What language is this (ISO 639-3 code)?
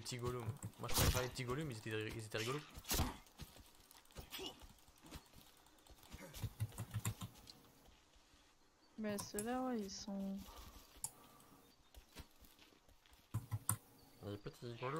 fra